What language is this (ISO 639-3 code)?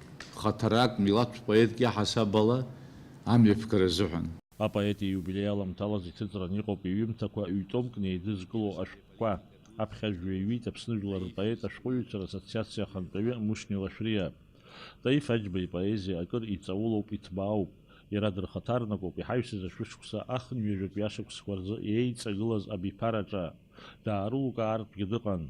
abk